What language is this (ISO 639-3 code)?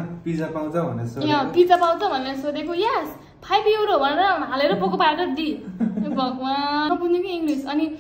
nep